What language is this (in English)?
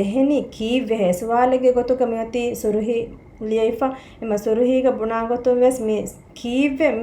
Divehi